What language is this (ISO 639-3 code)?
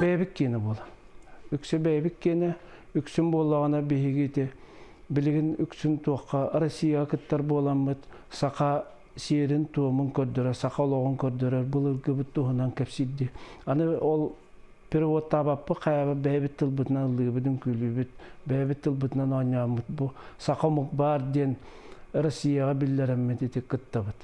sah